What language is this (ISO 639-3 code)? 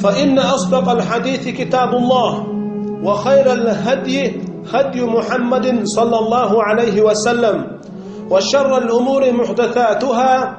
che